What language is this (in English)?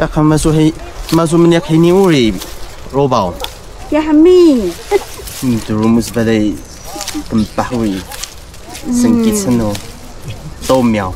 Taroko